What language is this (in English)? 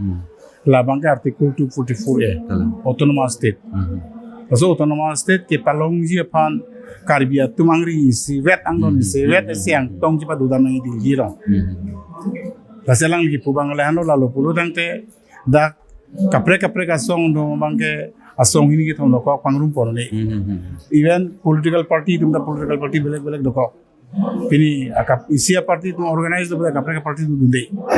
Karbi